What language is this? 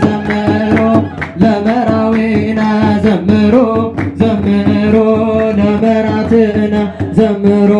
Tigrinya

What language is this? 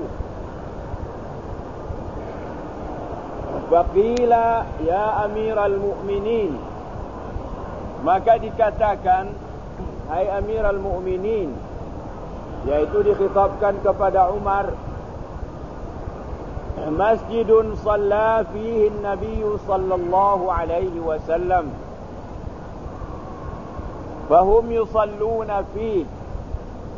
Malay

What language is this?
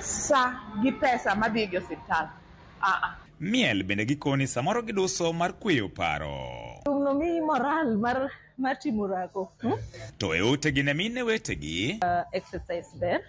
Luo (Kenya and Tanzania)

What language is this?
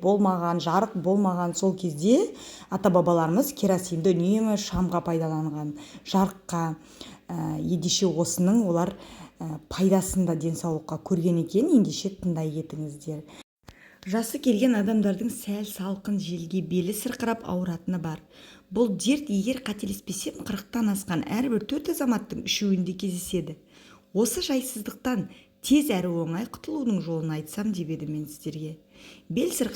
Kazakh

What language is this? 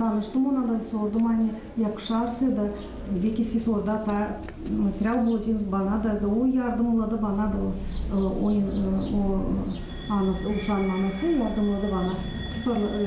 Gagauz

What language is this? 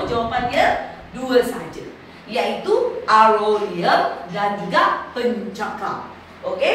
Malay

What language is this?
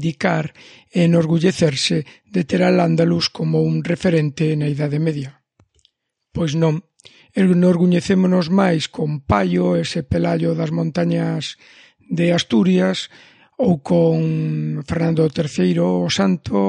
Galician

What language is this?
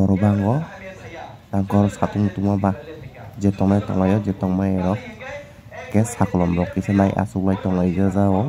Kok Borok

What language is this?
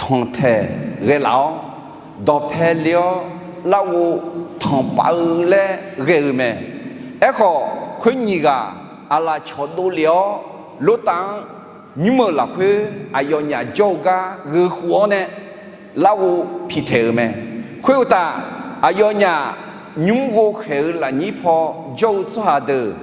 Akha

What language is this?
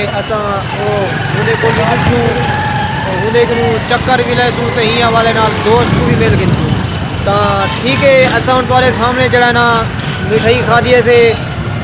Saraiki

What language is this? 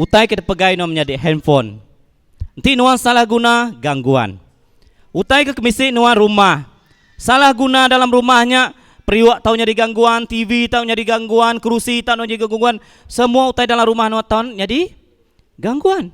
Iban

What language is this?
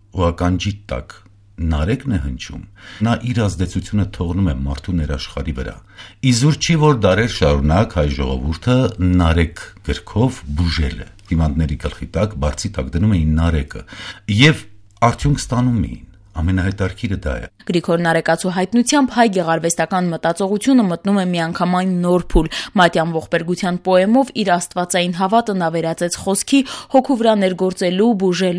Armenian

